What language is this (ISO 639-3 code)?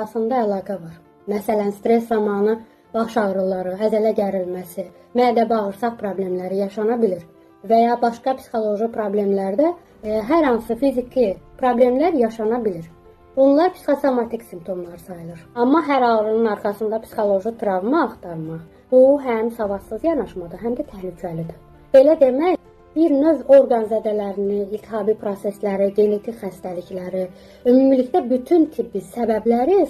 aze